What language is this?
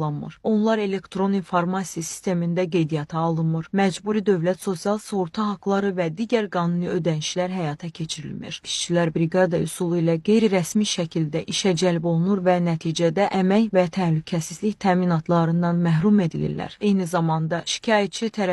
Azerbaijani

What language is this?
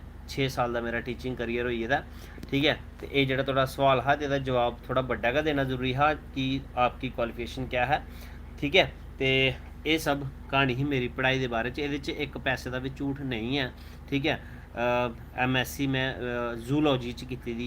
Dogri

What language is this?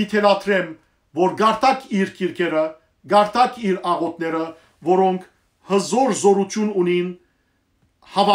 Western Armenian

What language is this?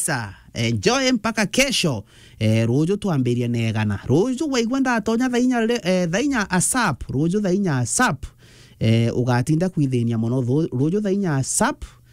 Meru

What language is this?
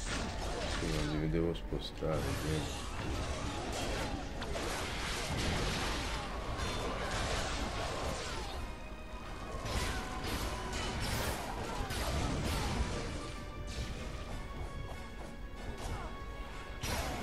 Italian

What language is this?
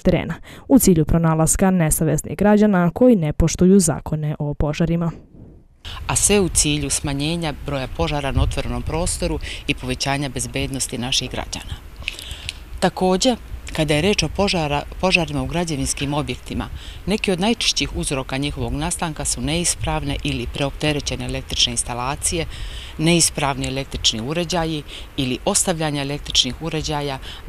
Serbian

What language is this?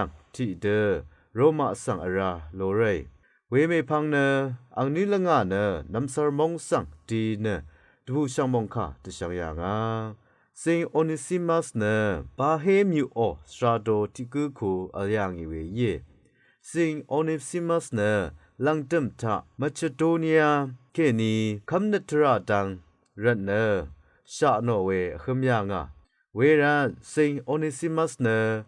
Rawang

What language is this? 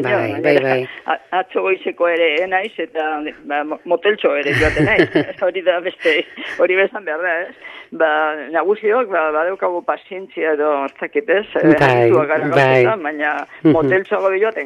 Basque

